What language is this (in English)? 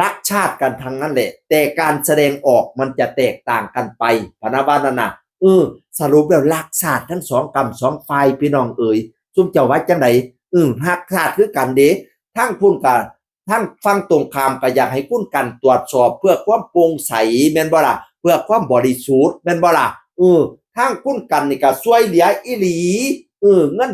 Northeastern Thai